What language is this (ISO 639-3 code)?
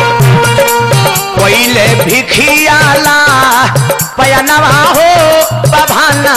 bho